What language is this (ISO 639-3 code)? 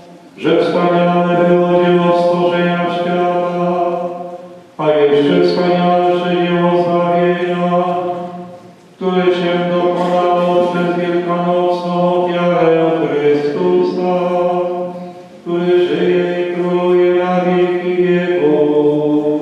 pol